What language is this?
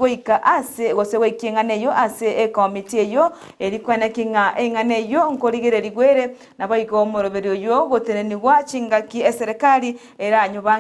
Gusii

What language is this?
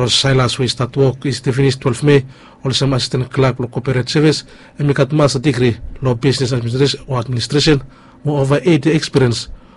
Bislama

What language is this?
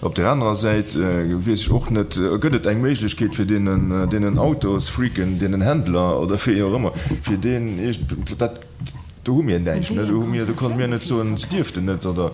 Luxembourgish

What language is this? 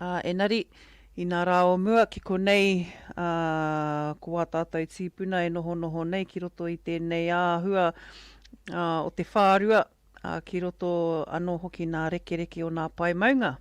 Māori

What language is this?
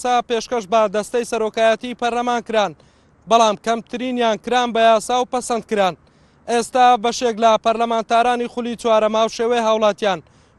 Central Kurdish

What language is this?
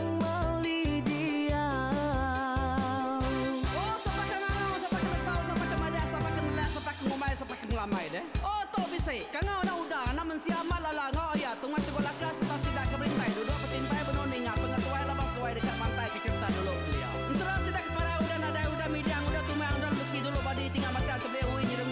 Iban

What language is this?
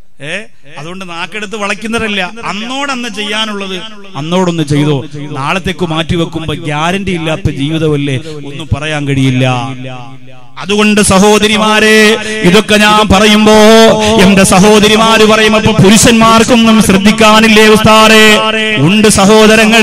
Malayalam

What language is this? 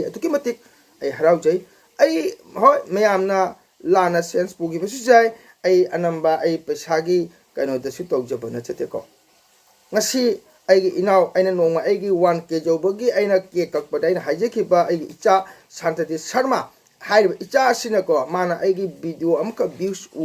Manipuri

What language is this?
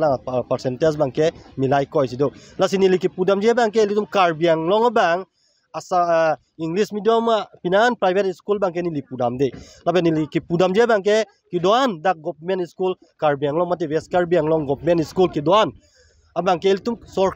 Karbi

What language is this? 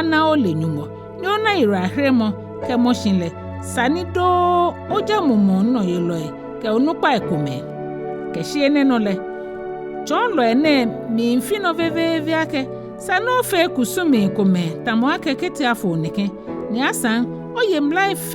Ga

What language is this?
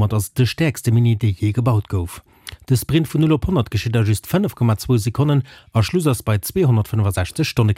Luxembourgish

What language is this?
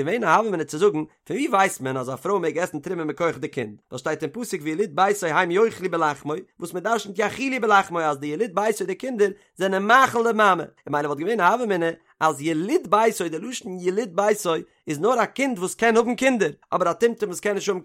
Yiddish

